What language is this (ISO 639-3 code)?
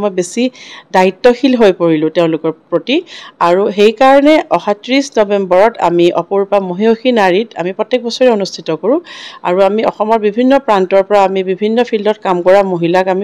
asm